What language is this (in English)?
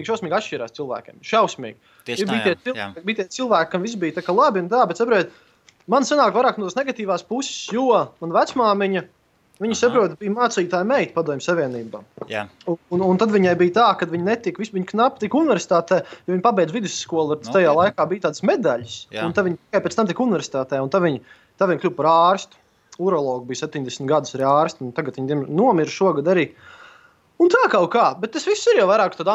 Latvian